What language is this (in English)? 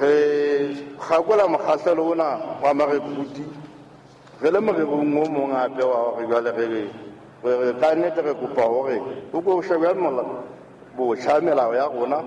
Southern Sotho